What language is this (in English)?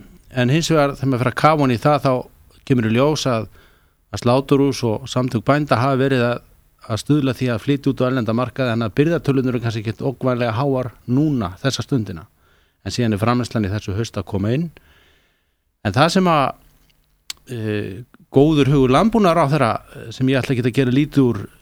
Icelandic